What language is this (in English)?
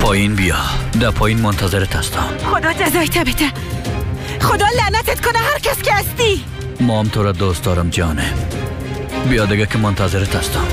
Persian